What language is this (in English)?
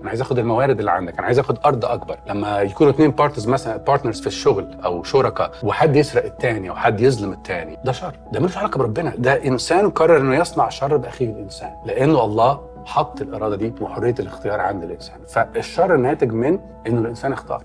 Egyptian Arabic